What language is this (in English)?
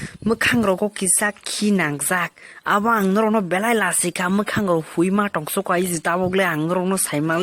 Kok Borok